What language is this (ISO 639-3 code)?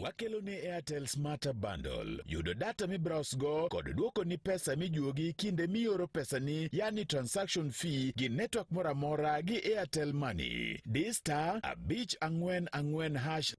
luo